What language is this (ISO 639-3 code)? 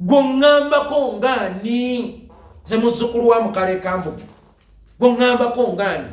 lug